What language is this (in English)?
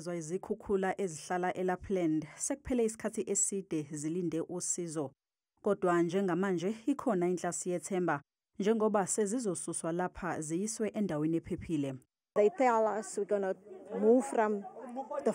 Zulu